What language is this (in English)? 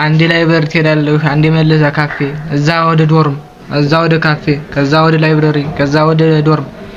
Amharic